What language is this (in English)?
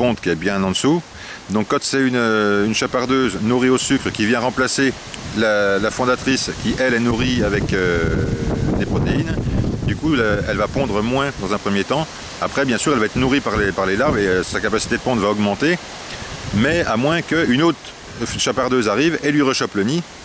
French